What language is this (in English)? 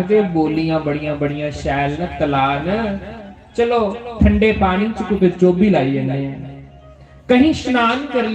Dogri